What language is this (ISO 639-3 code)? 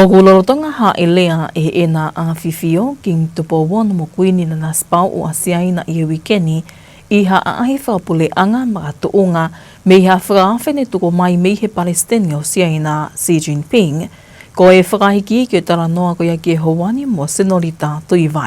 ton